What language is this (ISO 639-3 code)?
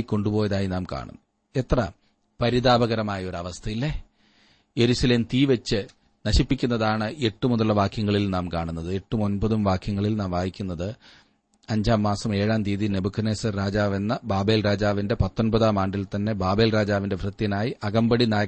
mal